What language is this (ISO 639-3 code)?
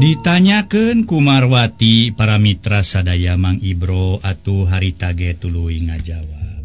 sun